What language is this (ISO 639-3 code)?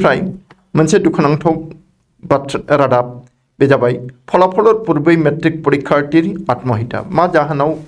brx